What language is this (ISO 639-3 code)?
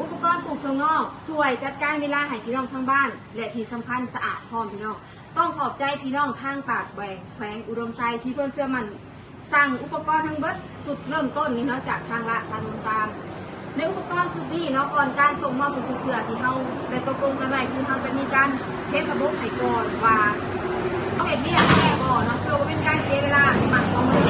tts